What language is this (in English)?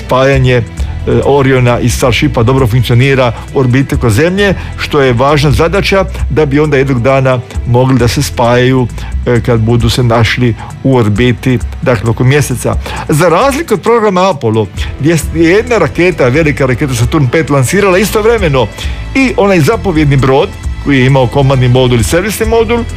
Croatian